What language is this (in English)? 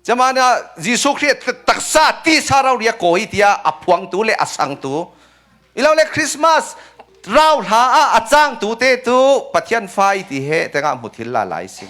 Falam Chin